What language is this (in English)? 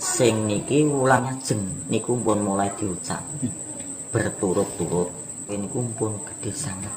Javanese